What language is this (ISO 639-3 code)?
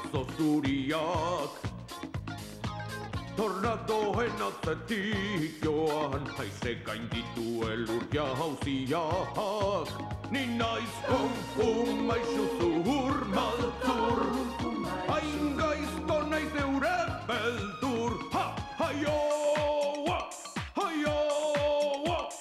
eus